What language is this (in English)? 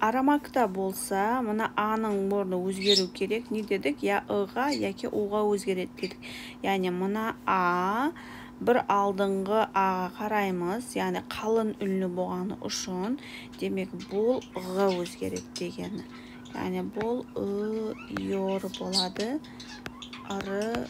Kara-Kalpak